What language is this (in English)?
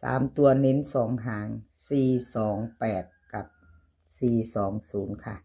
Lao